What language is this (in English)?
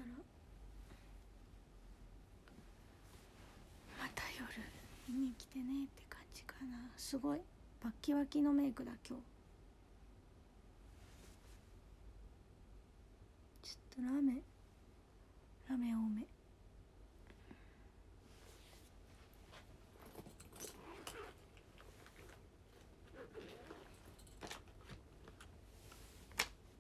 Japanese